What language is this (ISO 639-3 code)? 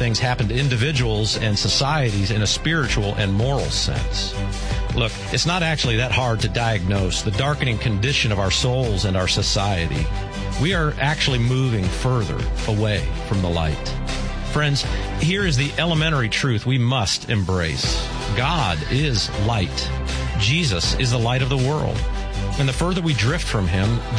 eng